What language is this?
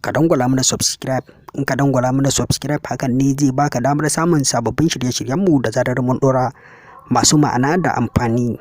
Hausa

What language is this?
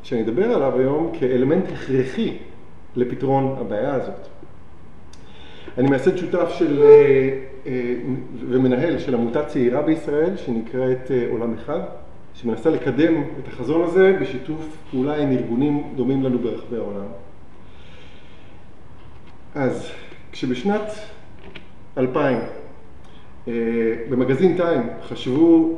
Hebrew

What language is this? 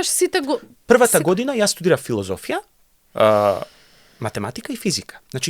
Macedonian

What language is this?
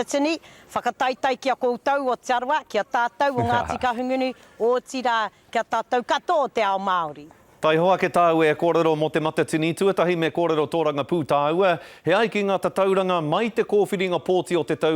Māori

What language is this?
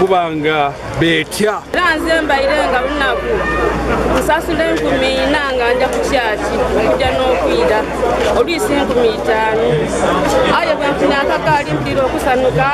Ganda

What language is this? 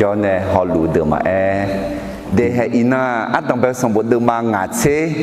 Akha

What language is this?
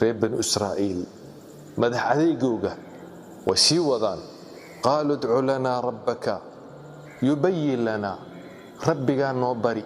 Somali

